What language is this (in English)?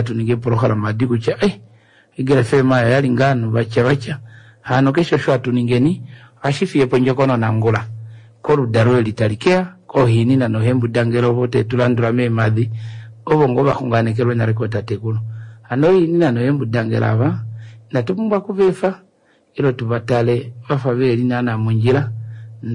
Kuanyama